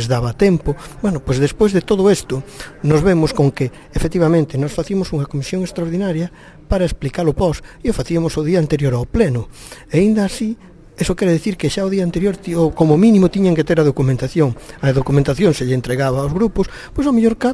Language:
Galician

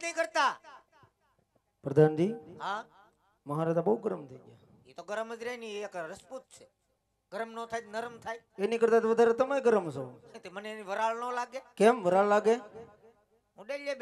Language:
Gujarati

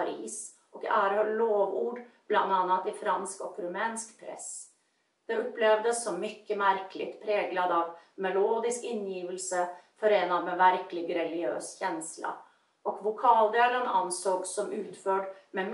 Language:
Swedish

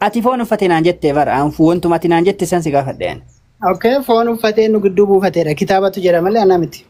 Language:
Oromo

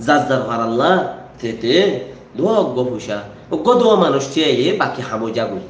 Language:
Rohingya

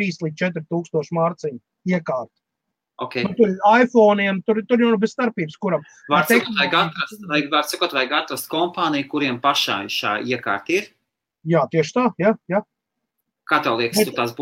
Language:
Latvian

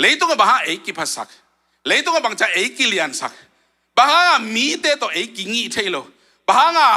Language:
Tedim Chin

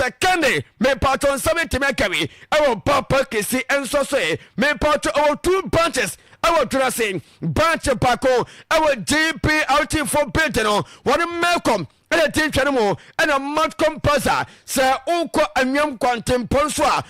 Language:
Akan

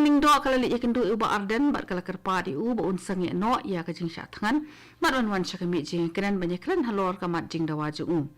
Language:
Khasi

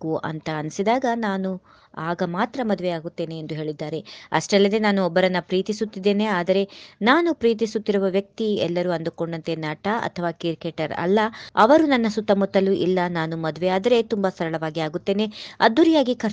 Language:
Kannada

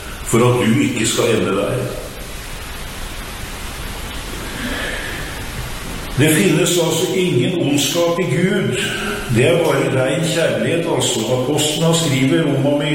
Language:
Norwegian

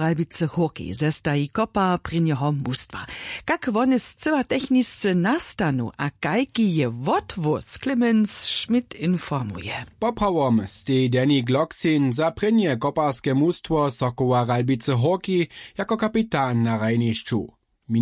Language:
Upper Sorbian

